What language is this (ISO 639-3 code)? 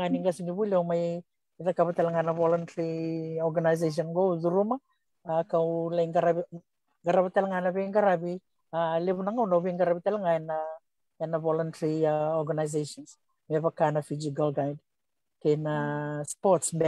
fij